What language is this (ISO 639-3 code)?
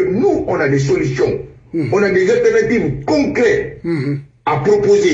fra